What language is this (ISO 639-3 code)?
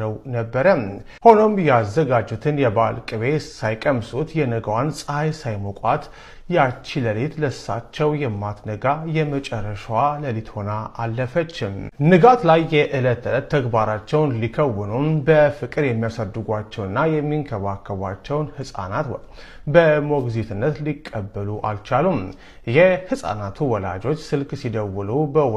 amh